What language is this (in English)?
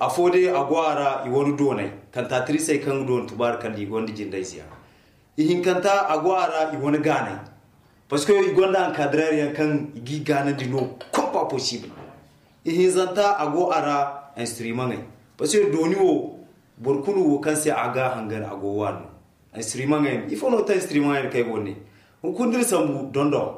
Zarma